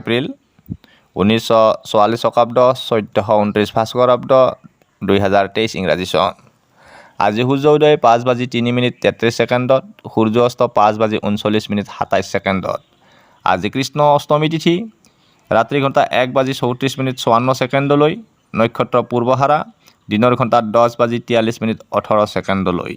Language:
Assamese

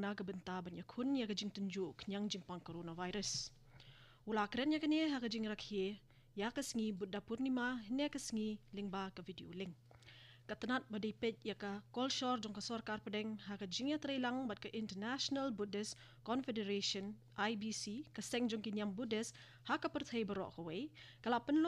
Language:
Khasi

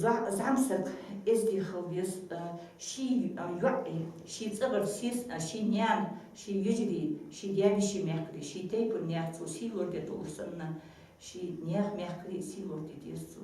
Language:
Ingush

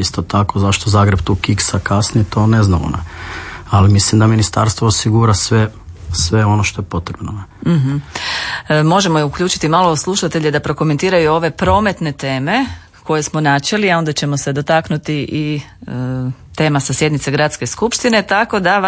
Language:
Croatian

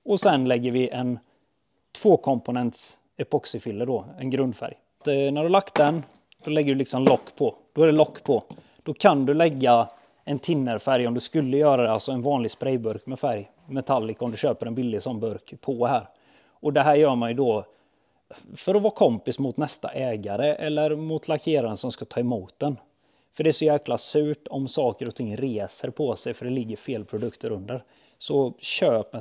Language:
Swedish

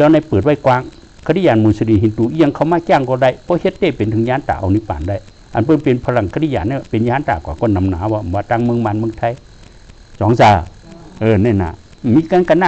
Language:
Shan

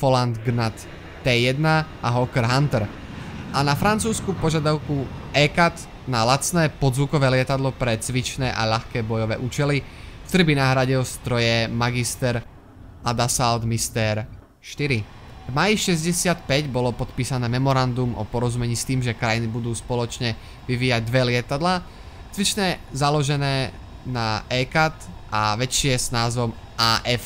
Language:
Slovak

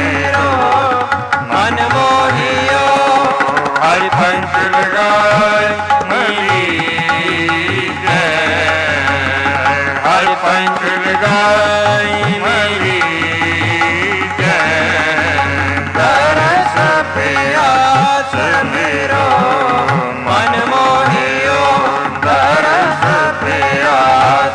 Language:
Hindi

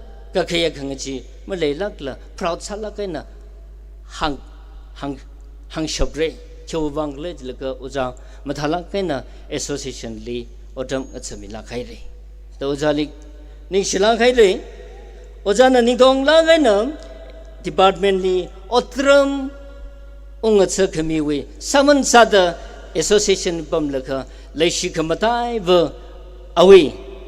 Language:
Tangkhul Naga (India)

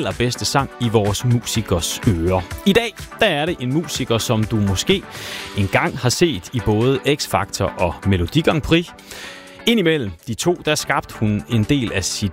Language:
Danish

